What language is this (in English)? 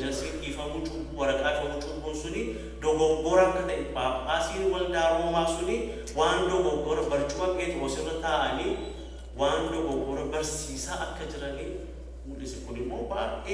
Oromo